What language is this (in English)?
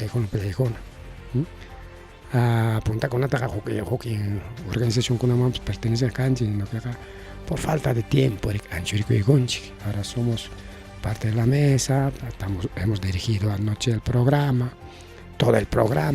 Ayacucho Quechua